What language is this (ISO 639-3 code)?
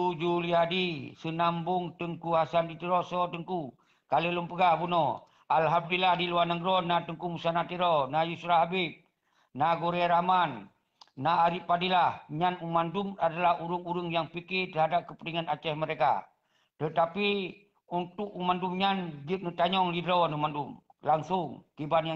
ace